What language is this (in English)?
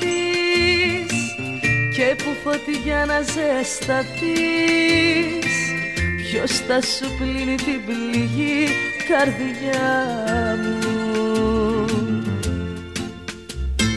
Greek